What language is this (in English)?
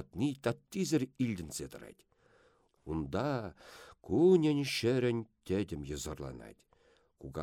Chuvash